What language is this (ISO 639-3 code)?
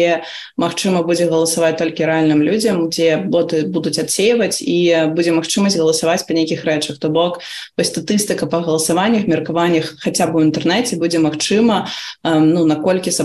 bel